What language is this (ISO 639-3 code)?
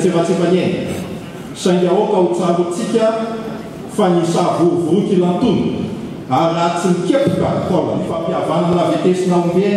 mlg